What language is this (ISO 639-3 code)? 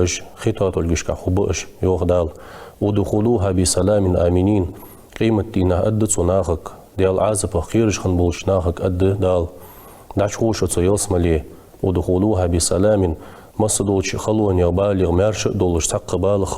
inh